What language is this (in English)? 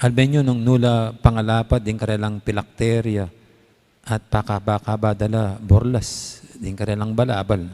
Pampanga